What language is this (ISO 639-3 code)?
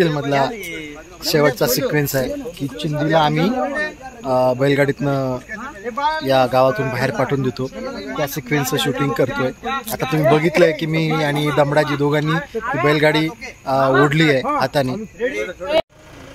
mar